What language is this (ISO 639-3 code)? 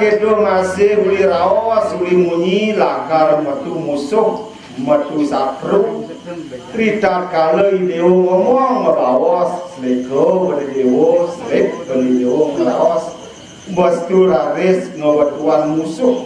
ban